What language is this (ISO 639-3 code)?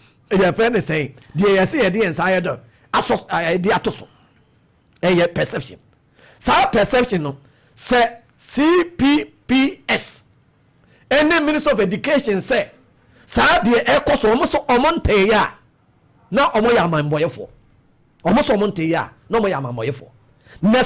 aka